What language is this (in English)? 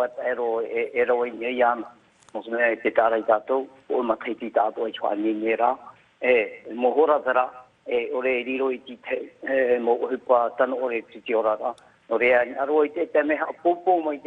Tahitian